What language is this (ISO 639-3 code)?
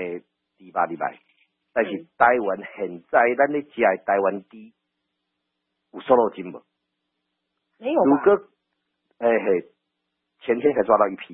nan